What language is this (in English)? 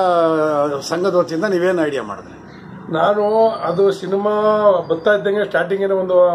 Kannada